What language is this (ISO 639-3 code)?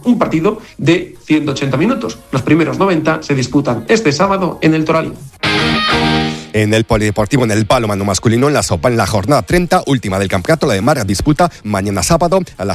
spa